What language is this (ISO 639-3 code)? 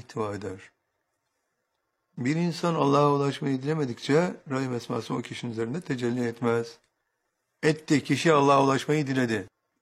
tur